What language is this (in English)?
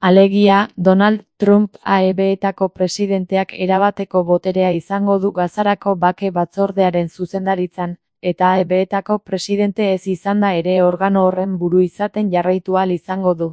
Basque